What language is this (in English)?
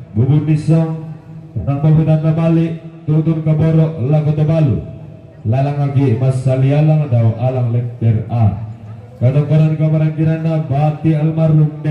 Toraja-Sa'dan